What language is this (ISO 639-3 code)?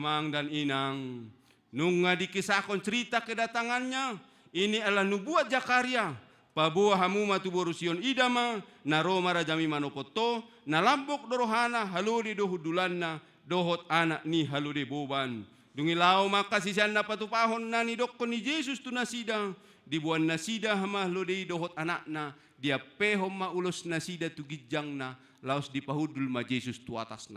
bbc